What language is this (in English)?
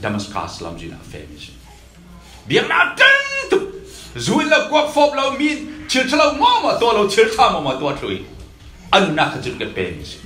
Falam Chin